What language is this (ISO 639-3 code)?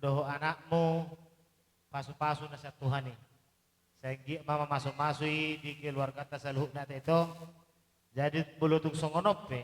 bbc